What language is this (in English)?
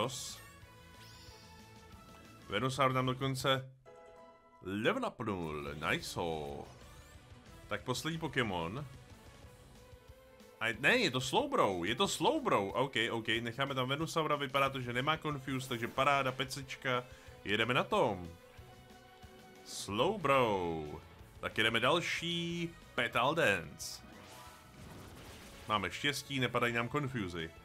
Czech